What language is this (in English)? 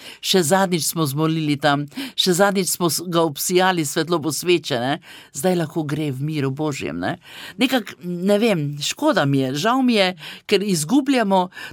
Slovenian